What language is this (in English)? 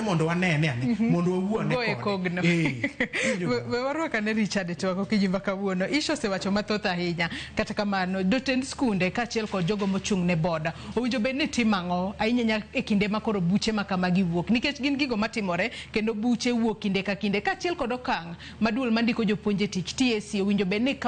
Luo (Kenya and Tanzania)